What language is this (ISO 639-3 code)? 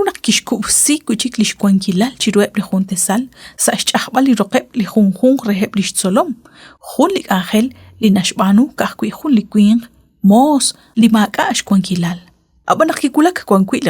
kek